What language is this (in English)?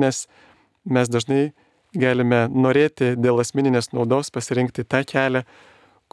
Lithuanian